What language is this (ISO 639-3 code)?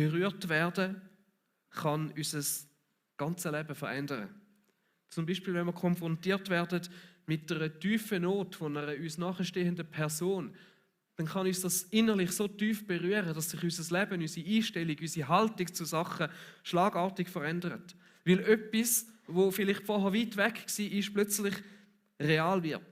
gsw